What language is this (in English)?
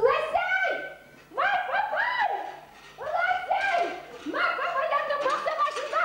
Bashkir